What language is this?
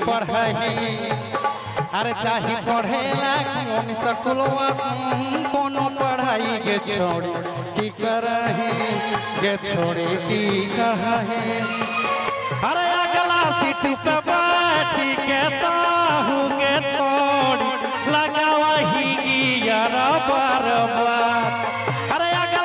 Bhojpuri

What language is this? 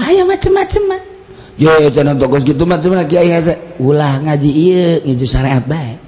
Sundanese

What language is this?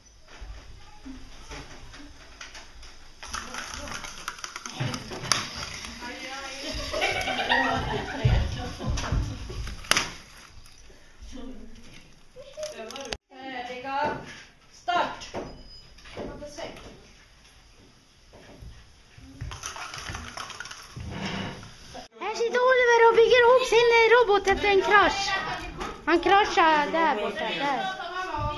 Swedish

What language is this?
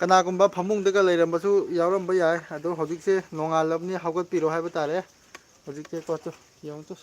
Manipuri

